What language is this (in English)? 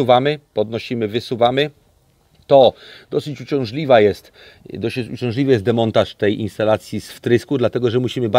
Polish